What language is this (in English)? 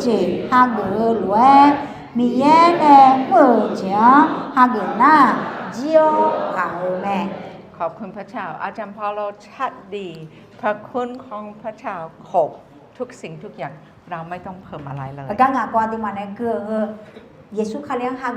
Akha